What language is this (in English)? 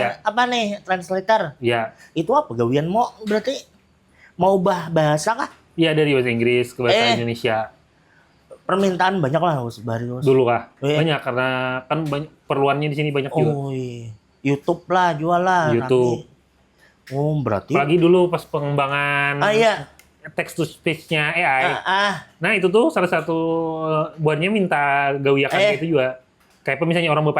Banjar